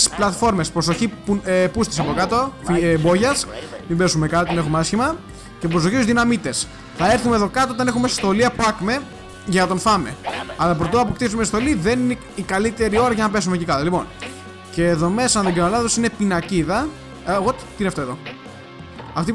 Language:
Greek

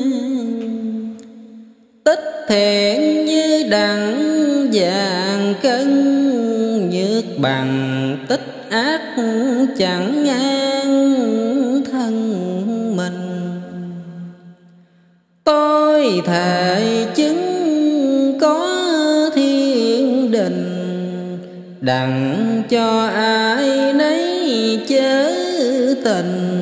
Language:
Vietnamese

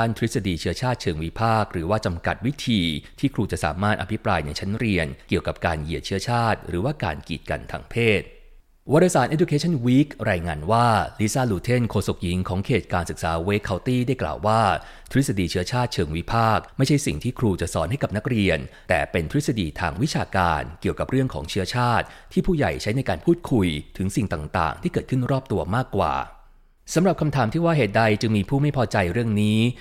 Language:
Thai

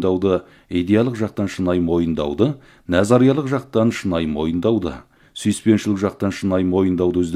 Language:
Kazakh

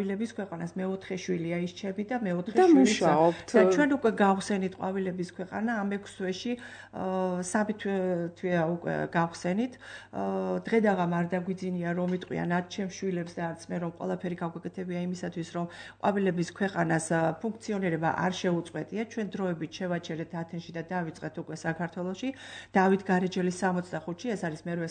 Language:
Georgian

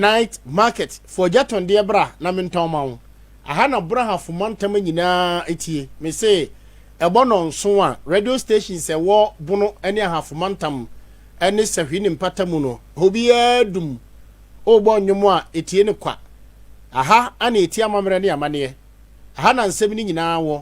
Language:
Akan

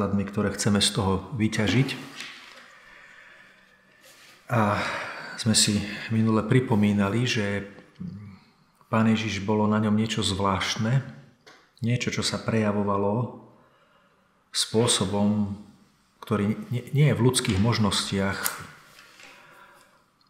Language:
Slovak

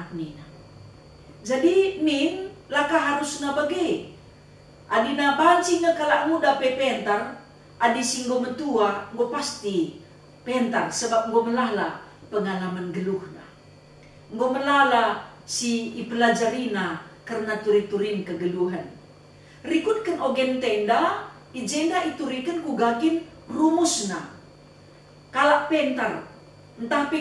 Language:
Batak Karo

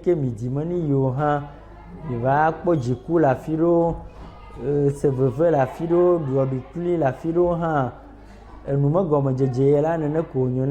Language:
Ewe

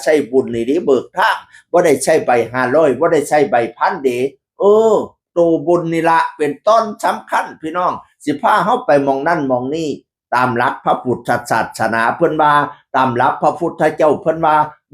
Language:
Northeastern Thai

